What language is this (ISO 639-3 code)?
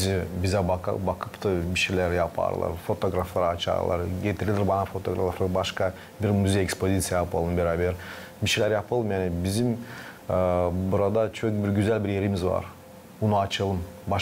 gag